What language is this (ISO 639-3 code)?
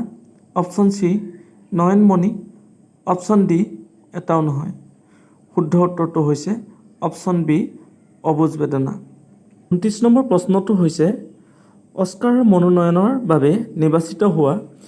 asm